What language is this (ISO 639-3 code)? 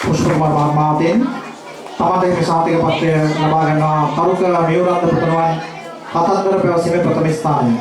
sin